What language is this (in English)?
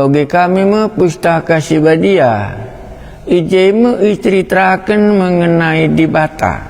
Batak Karo